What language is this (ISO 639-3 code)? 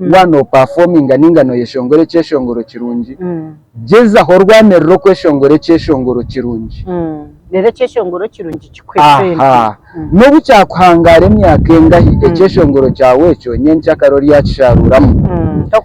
nyn